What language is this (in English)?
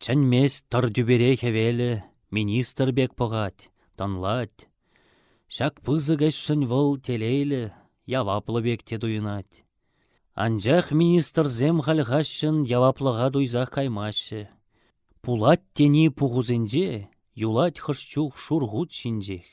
Chuvash